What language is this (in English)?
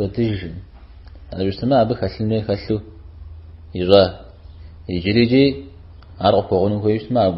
Kabardian